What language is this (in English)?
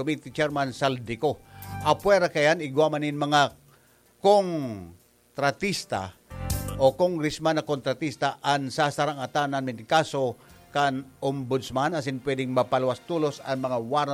Bikol